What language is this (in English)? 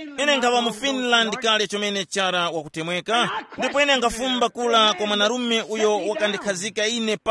Tumbuka